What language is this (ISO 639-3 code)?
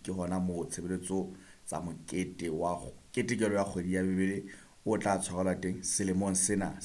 sot